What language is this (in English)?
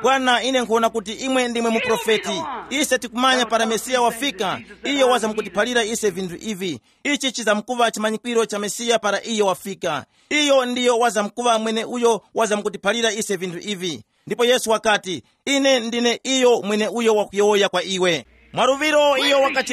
Tumbuka